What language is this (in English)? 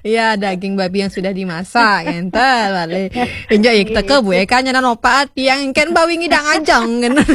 Balinese